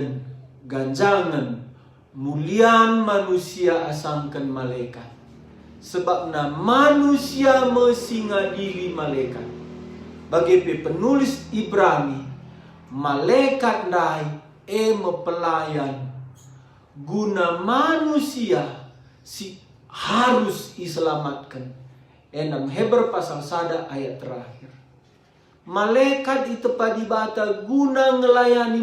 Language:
Batak Karo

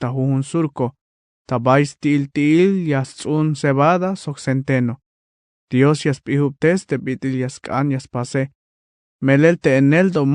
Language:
Tzeltal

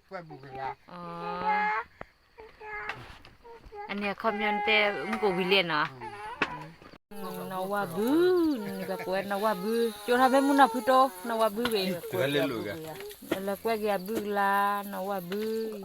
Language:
S'gaw Karen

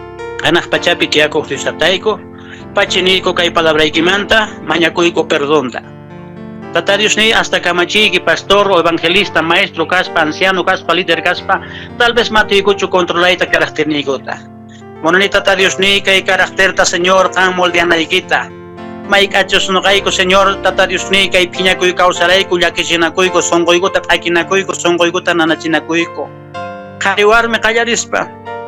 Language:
Quechua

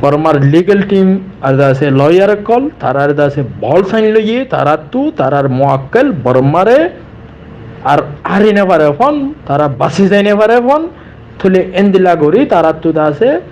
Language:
Rohingya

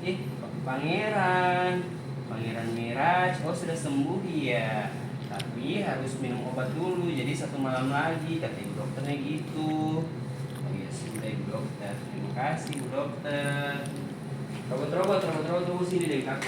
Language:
Ambonese Malay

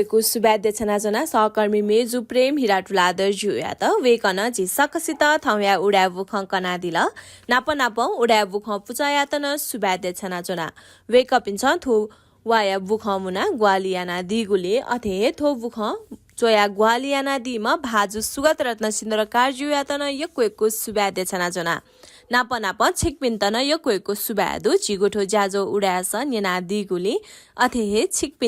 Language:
Newari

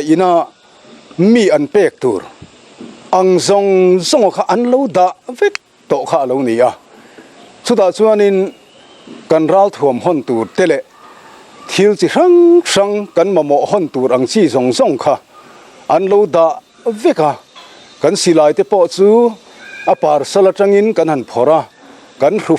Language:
Mizo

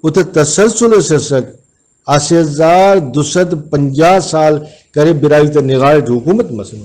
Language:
Brahui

